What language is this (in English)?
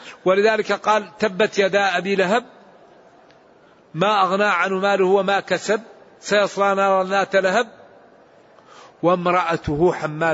Arabic